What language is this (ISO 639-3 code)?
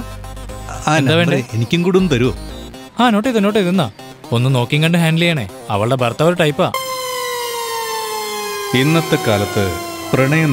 mal